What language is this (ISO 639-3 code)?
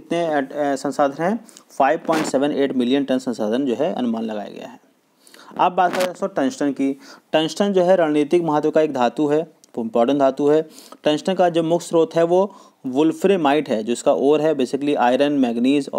hin